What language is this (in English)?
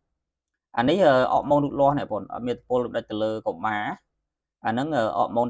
Khmer